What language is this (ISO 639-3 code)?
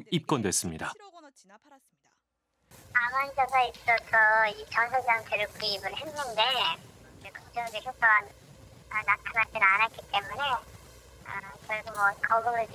kor